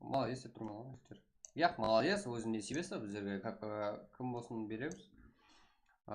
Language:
Kara-Kalpak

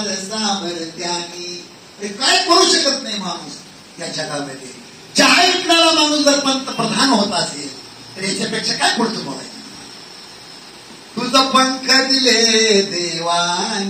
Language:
Marathi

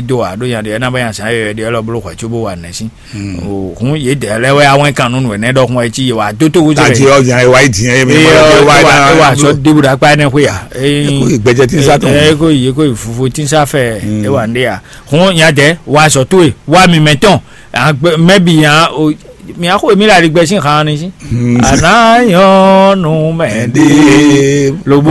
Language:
Fon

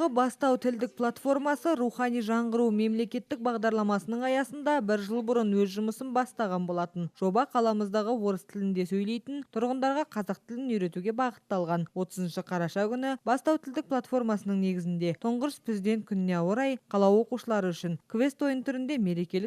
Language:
Kazakh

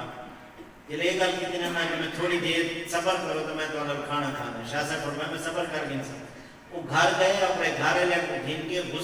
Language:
Saraiki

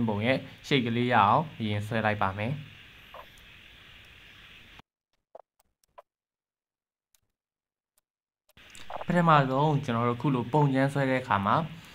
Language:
Burmese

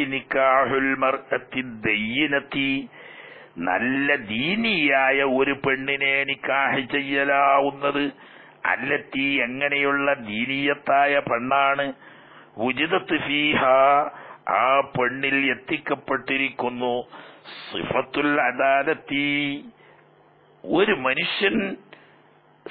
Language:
Malayalam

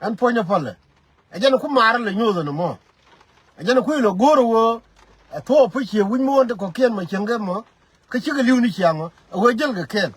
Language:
Nuer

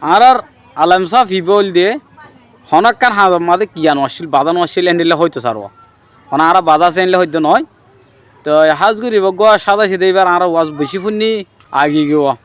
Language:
Rohingya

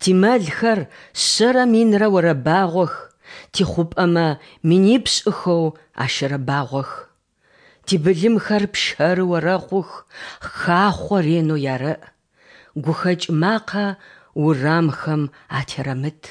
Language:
Adyghe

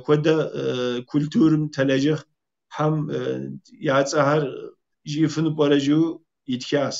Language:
Kabardian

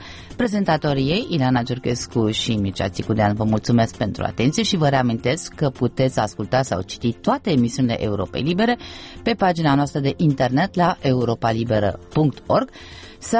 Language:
Romanian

